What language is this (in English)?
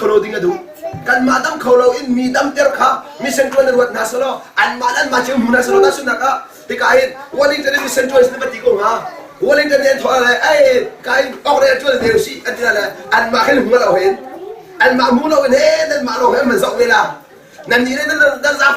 Hakha Chin